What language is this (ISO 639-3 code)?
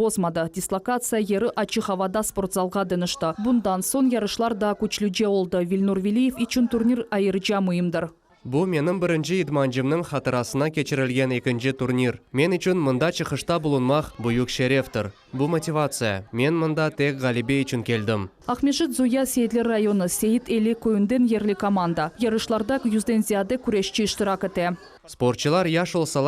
crh